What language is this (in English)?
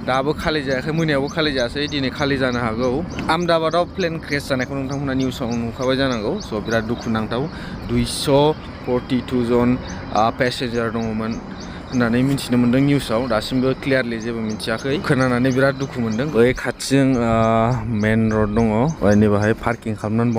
Bodo